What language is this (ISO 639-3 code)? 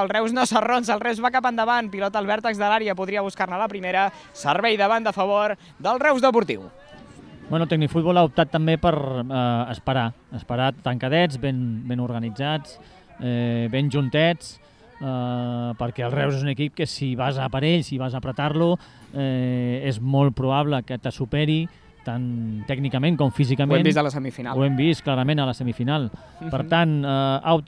cat